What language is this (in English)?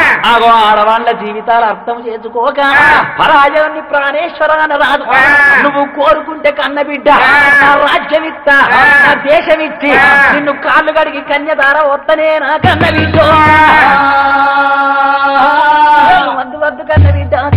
Telugu